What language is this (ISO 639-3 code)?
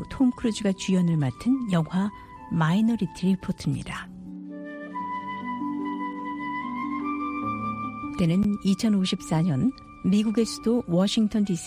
kor